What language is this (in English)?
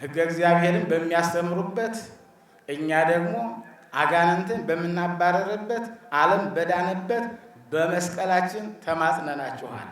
Amharic